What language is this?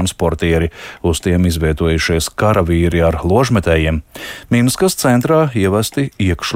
Latvian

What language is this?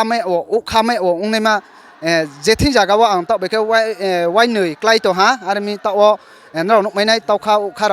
Riang (India)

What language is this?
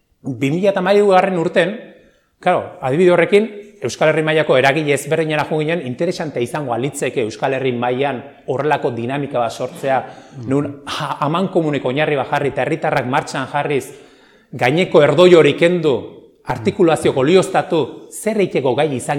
Basque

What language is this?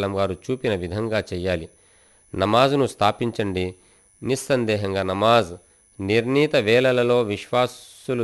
Telugu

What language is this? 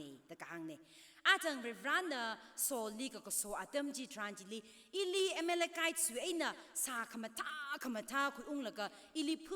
Tangkhul Naga (India)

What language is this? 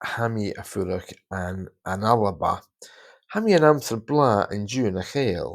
Scottish Gaelic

